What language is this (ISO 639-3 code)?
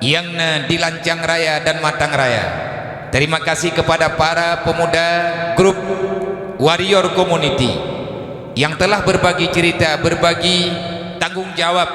ace